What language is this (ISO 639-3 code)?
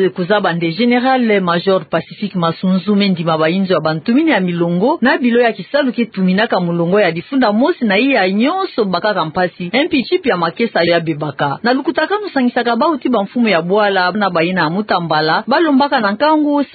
ktu